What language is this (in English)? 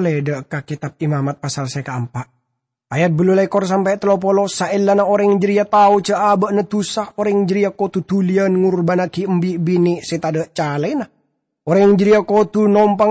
Madurese